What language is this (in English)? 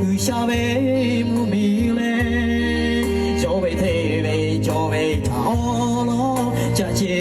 Lahu